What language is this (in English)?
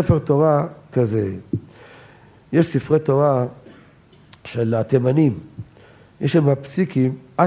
Hebrew